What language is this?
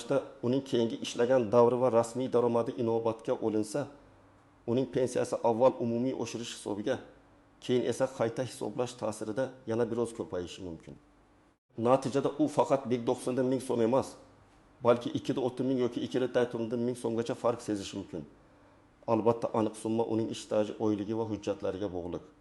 Uzbek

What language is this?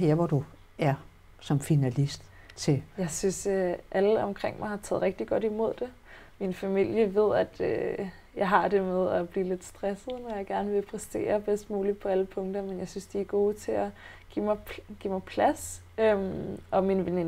Danish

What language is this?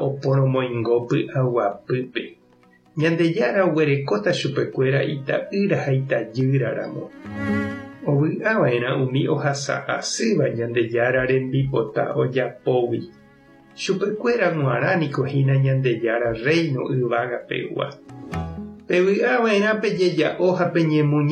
Guarani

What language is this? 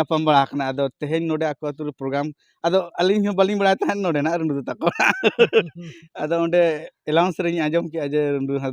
Santali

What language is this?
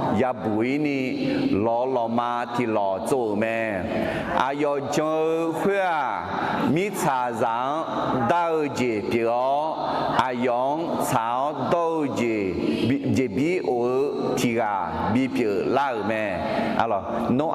Akha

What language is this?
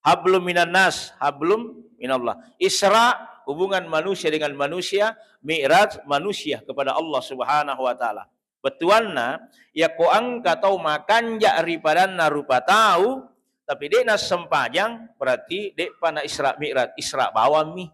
Buginese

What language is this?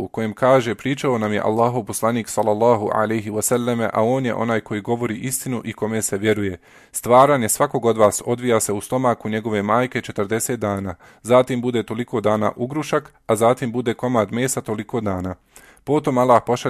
Bosnian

